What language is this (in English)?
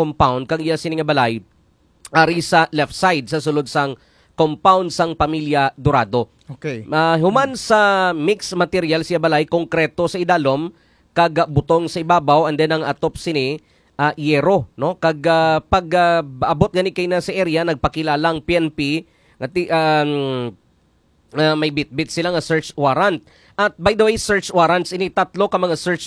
Hiligaynon